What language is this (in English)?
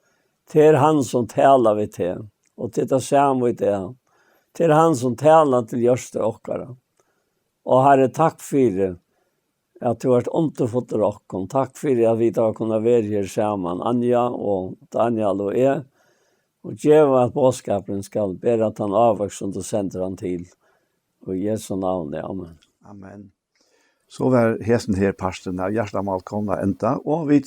Faroese